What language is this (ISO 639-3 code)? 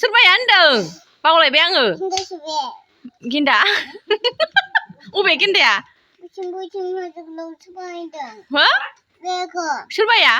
brx